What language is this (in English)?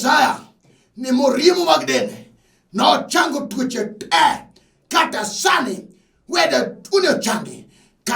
Luo (Kenya and Tanzania)